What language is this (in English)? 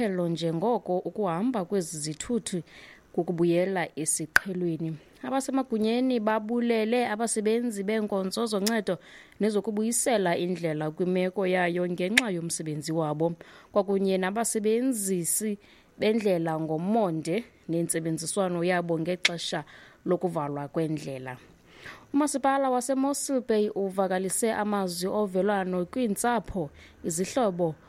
Xhosa